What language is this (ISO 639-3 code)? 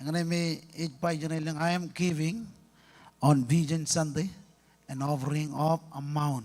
mah